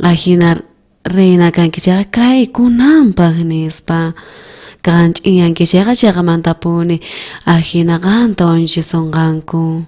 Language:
South Bolivian Quechua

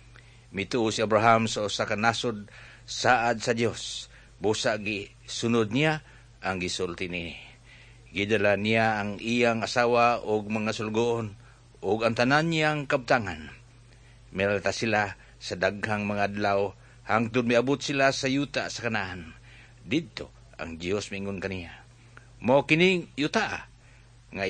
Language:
Cebuano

